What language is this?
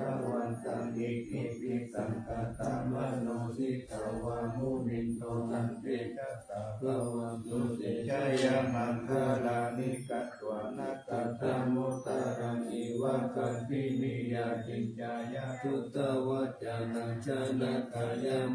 Pali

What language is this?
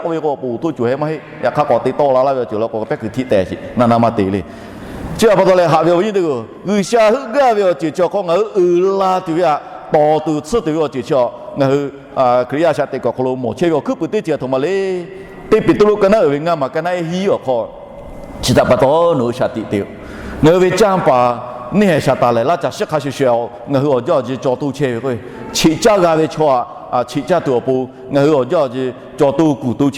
Lahu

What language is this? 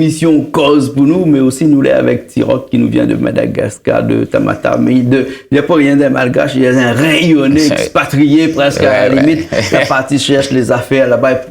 Réunion Creole French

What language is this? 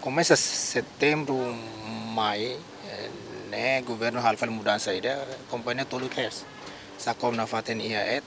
Tetum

